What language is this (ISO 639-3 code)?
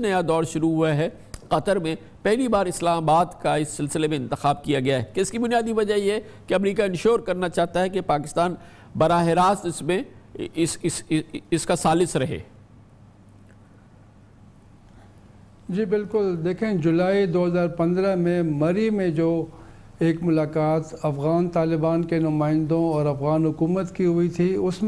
urd